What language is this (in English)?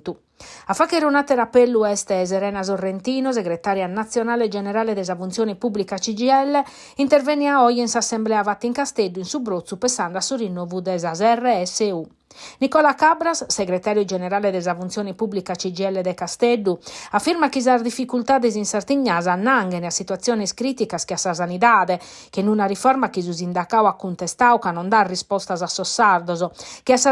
Sardinian